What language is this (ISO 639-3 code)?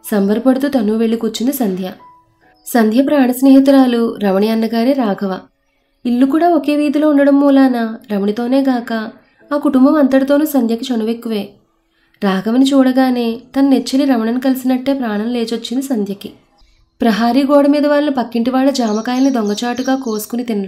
tel